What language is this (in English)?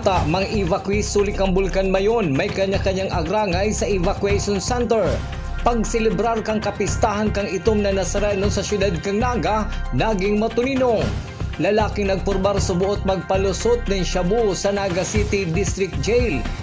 Bikol